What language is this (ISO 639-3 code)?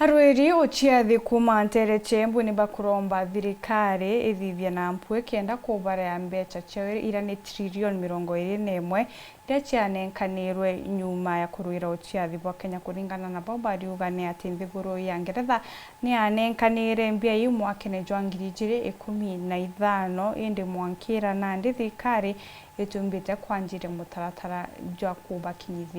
mer